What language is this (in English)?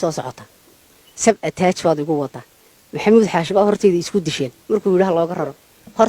Somali